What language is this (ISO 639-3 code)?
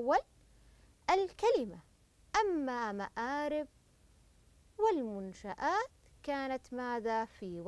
ara